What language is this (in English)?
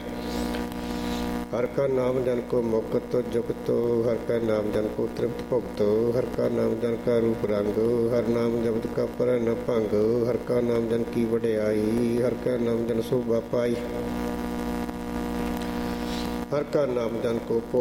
Punjabi